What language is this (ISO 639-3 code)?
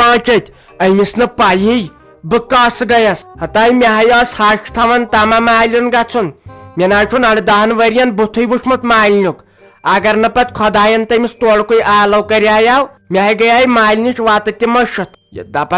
kas